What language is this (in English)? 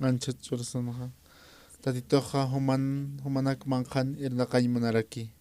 Aymara